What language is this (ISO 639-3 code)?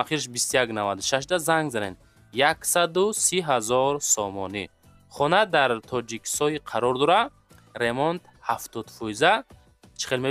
tgk